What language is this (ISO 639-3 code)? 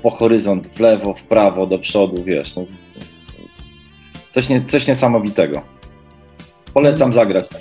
pol